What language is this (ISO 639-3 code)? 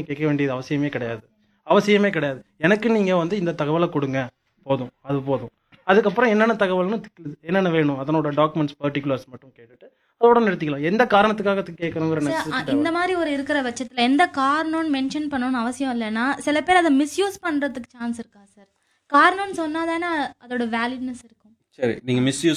tam